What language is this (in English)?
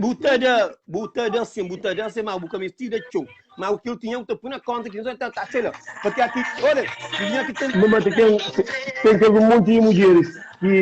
Kabuverdianu